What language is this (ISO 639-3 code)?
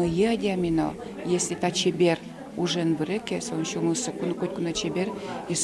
udm